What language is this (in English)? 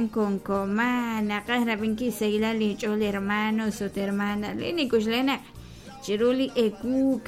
Kekchí